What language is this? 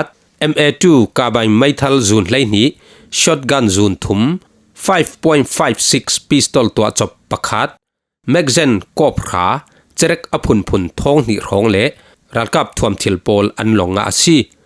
Falam Chin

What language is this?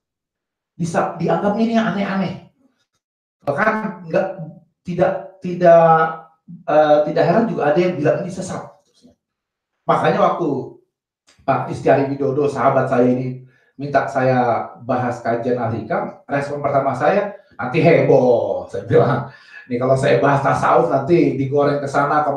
Indonesian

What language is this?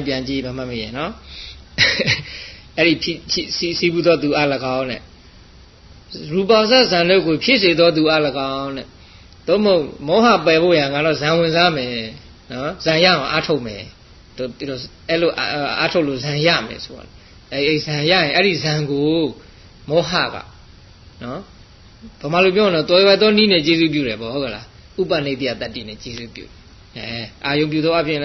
Burmese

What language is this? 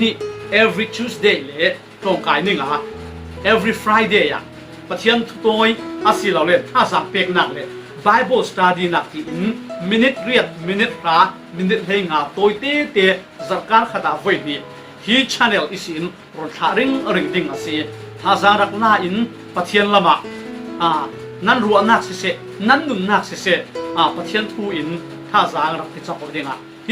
Falam Chin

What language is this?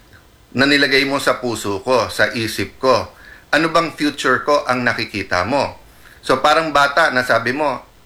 Filipino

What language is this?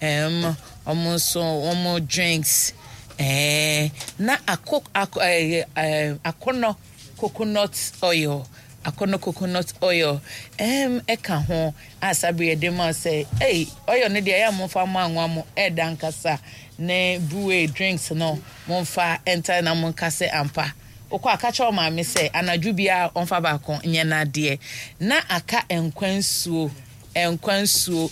Akan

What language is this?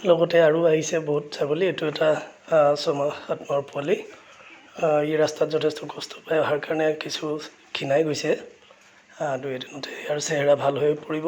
Assamese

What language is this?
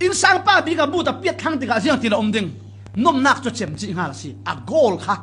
Falam Chin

